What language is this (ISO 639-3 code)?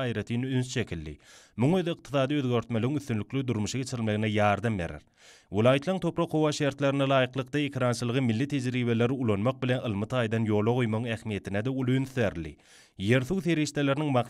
tuk